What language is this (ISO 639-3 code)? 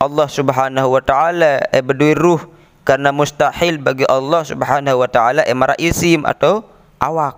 sas